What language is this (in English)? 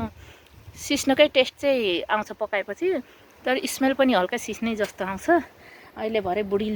Nepali